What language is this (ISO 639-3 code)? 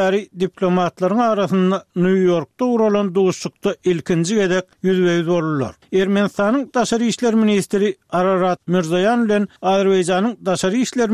tuk